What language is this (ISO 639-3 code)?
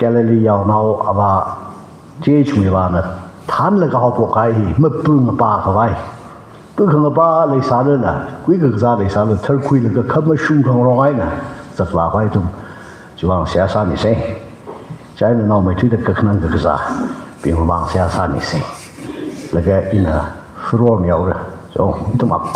nmf